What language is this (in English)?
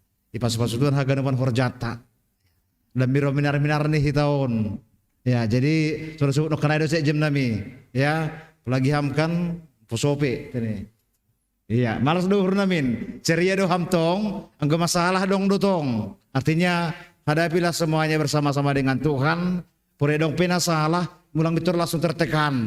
Batak Simalungun